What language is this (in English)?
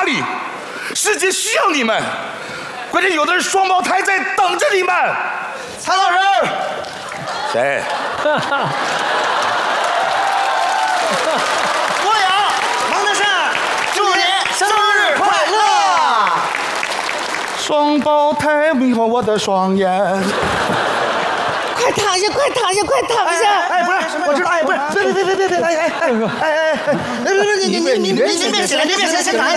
Chinese